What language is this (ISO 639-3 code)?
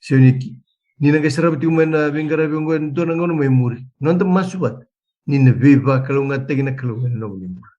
fij